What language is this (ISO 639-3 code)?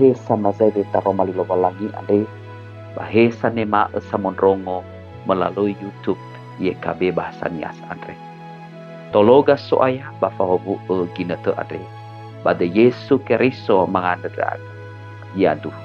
nia